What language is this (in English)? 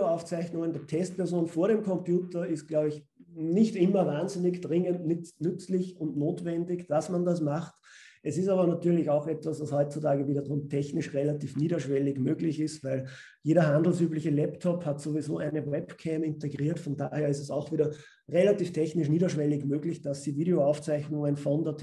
German